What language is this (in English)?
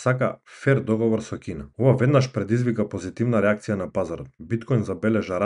Macedonian